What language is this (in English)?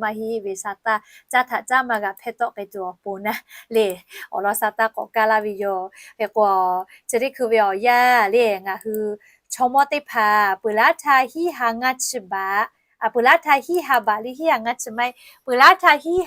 Lahu